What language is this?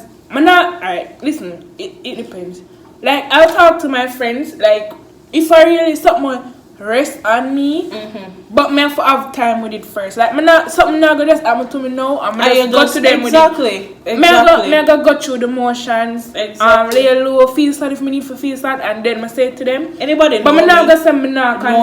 Jamaican Creole English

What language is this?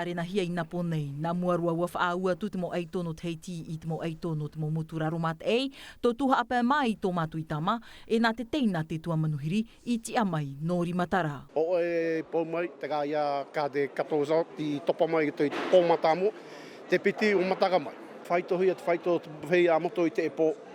Tahitian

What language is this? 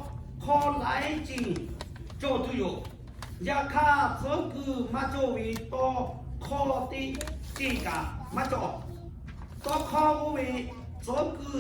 Lahu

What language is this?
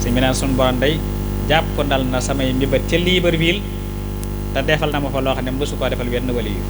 Wolof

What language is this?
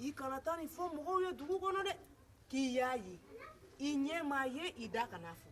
Bambara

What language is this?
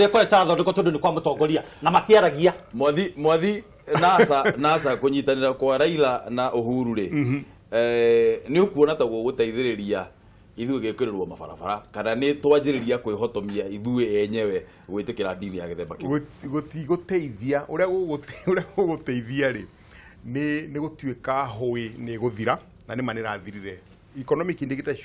Kikuyu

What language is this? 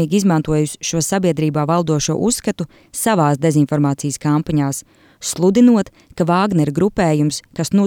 Latvian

